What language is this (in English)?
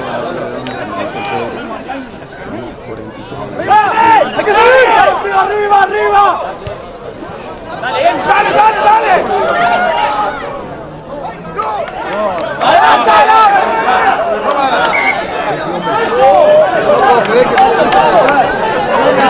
Spanish